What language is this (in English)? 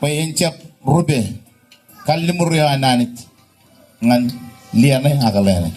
Marshallese